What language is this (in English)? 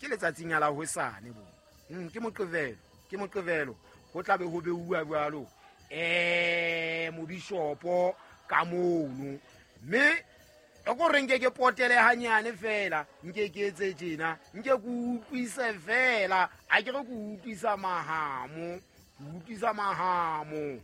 Southern Sotho